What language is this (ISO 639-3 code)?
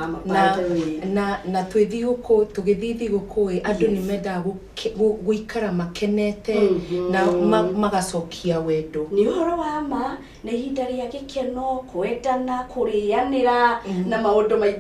kik